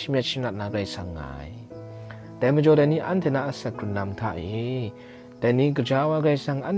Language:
Kachin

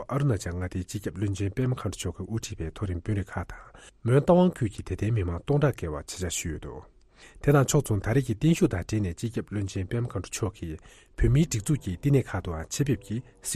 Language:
Tibetan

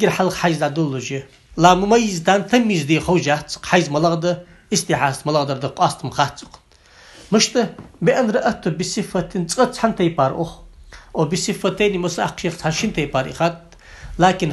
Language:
Ingush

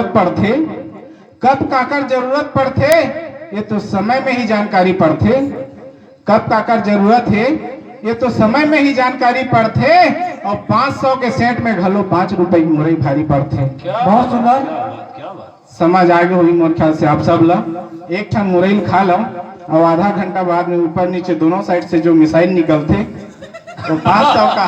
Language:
Chhattisgarhi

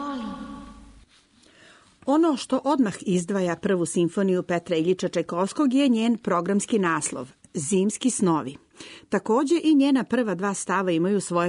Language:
Serbian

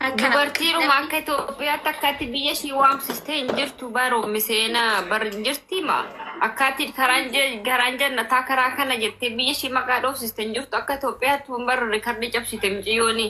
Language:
Oromo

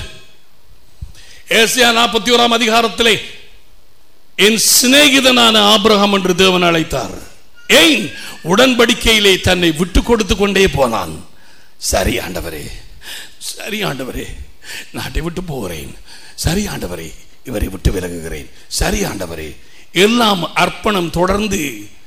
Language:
Tamil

